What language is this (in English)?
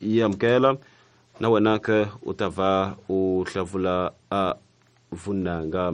Tsonga